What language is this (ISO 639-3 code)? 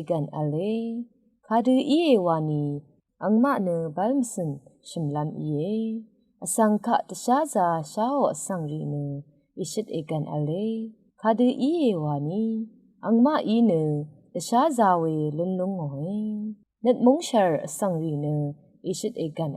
raw